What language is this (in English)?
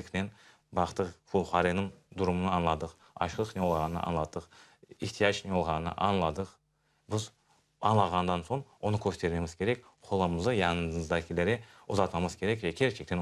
Crimean Tatar